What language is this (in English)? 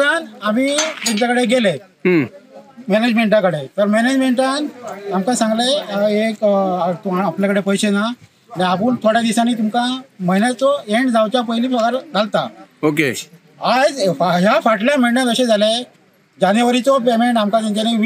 Konkani